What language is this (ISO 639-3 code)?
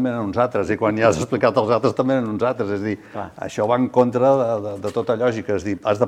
cat